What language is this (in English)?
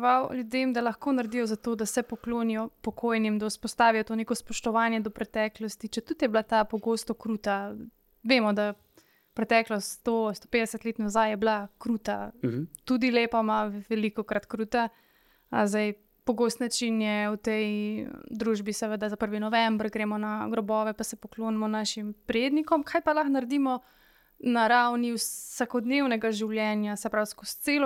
Slovenian